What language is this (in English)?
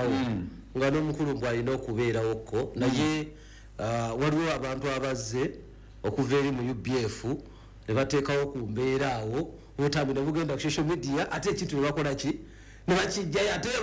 Ganda